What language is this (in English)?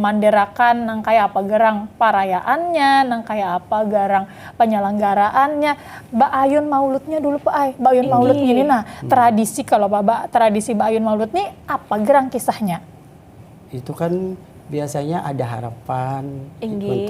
Banjar